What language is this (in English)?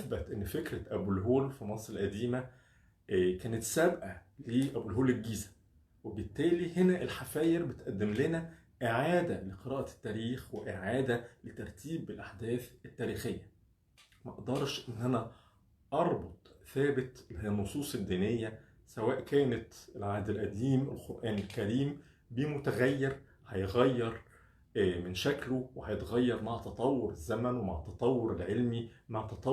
Egyptian Arabic